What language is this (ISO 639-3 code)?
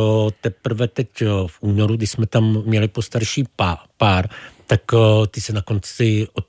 ces